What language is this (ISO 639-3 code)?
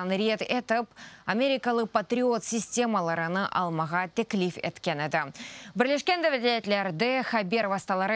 crh